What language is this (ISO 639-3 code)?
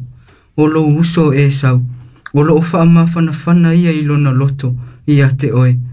smo